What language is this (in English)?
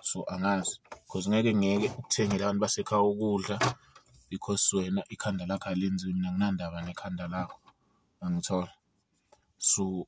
Zulu